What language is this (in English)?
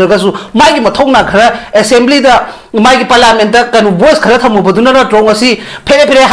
Manipuri